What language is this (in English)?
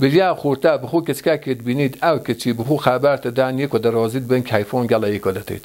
Kurdish